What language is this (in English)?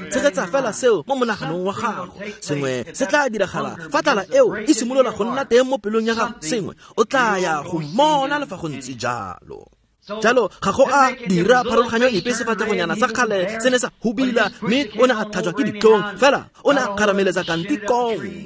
Tswana